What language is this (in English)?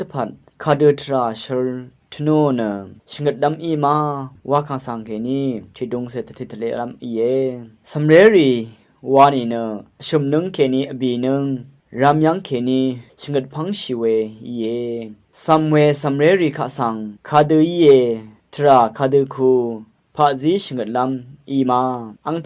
Rawang